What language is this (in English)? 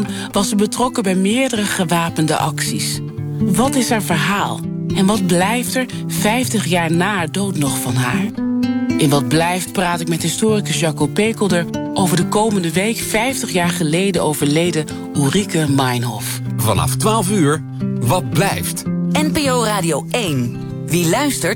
Dutch